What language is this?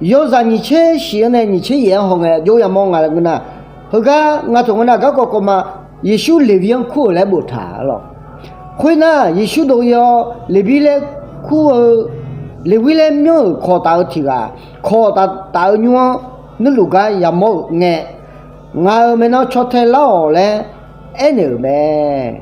Akha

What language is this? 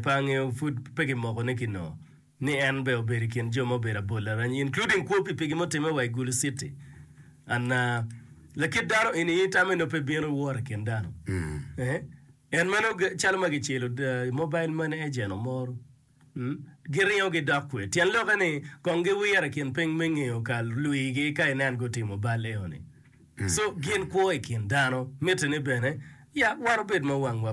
Acoli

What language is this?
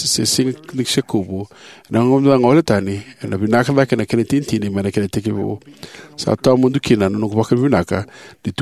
Fijian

